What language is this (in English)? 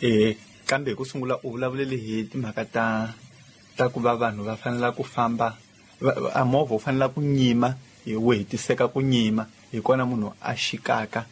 Tsonga